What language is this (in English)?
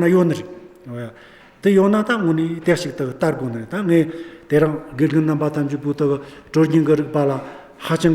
Amdo Tibetan